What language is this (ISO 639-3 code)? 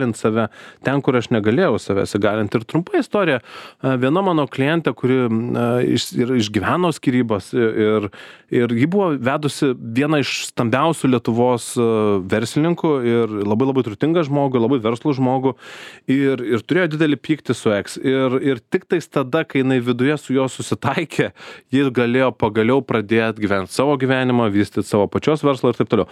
lit